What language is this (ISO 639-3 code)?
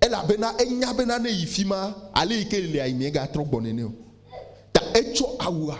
ewe